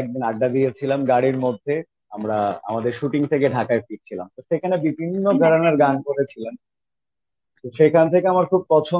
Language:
Bangla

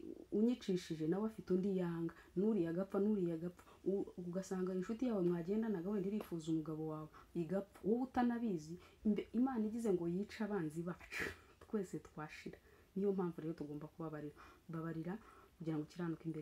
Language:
Kinyarwanda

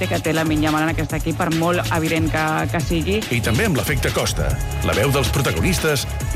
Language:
Catalan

